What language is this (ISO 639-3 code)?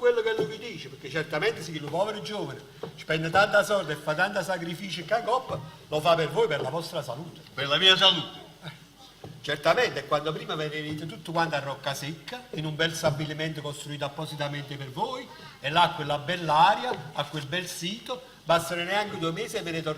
nap